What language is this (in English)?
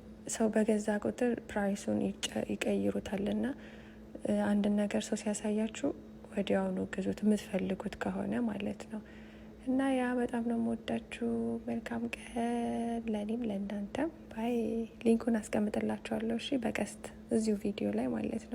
Amharic